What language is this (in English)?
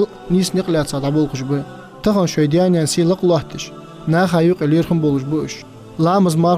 Ingush